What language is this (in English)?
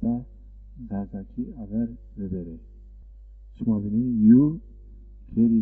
Zaza